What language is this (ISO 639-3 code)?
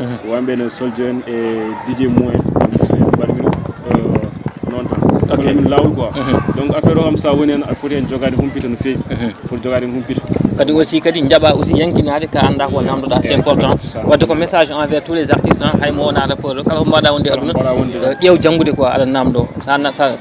ful